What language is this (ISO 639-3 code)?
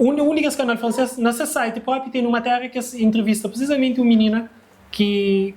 kea